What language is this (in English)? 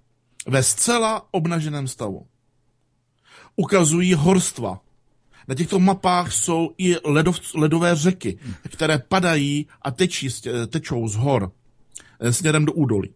Czech